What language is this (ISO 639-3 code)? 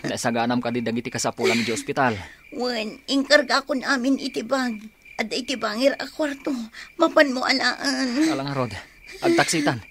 ilo